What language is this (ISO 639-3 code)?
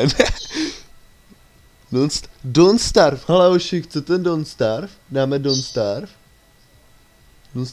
ces